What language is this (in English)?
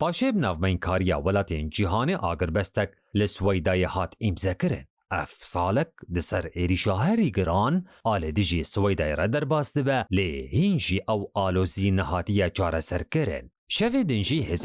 Kurdish